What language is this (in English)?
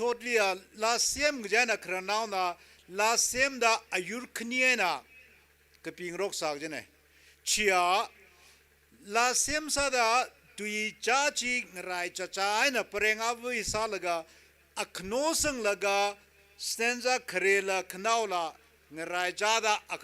Tangkhul Naga (India)